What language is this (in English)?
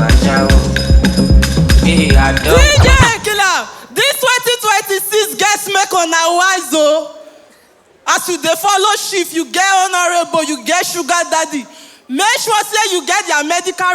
Nigerian Pidgin